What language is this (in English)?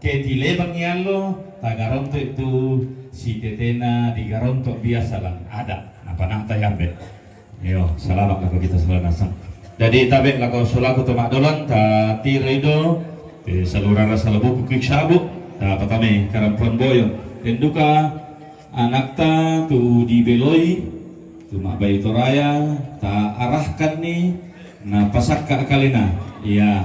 Toraja-Sa'dan